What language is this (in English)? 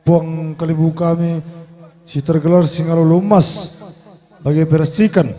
Batak Karo